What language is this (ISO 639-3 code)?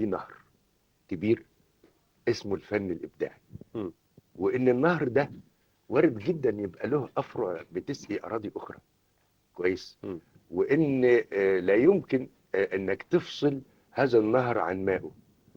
arz